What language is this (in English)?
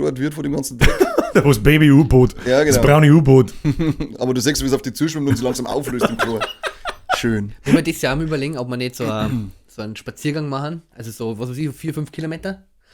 Bavarian